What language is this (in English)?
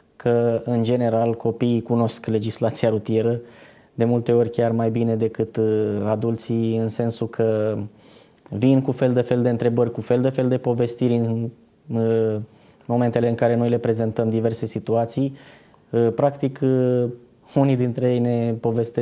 Romanian